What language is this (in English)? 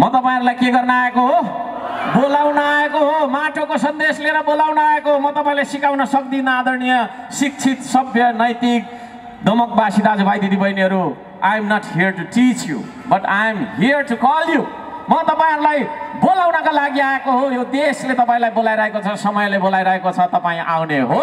Nepali